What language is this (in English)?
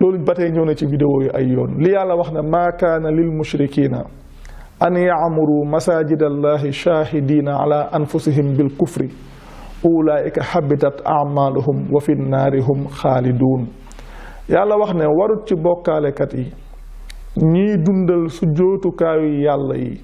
Wolof